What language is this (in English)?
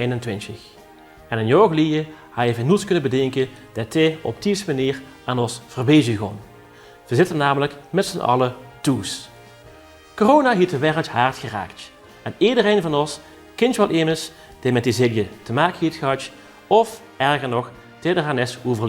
Limburgish